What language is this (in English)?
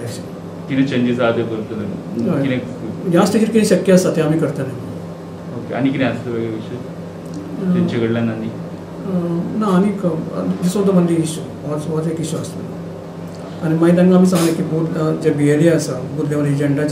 Konkani